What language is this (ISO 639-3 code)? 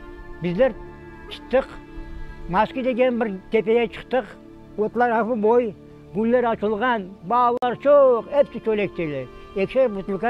crh